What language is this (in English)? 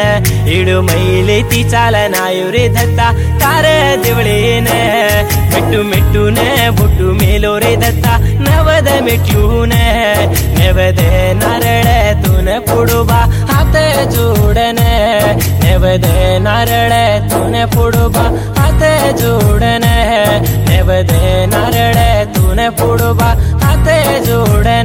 Lambadi